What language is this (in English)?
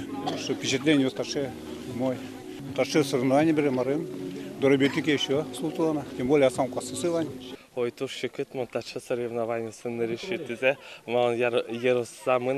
Udmurt